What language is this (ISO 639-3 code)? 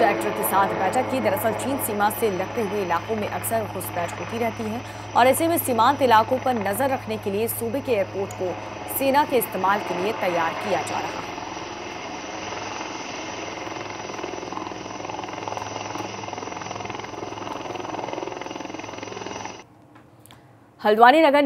hin